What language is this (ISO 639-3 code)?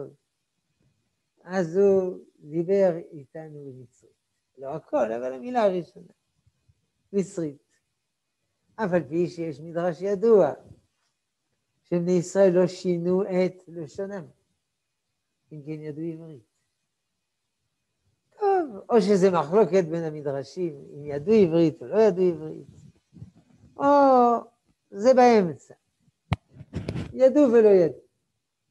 heb